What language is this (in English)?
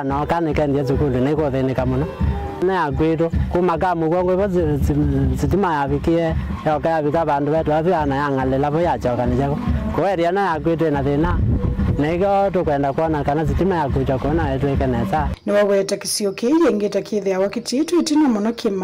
Kamba